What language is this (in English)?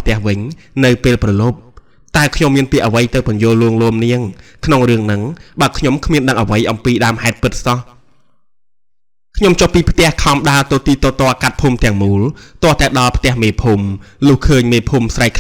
Khmer